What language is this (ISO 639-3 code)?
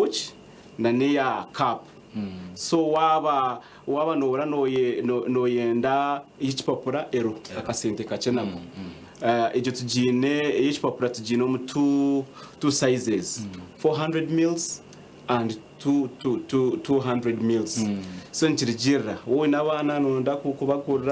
nyn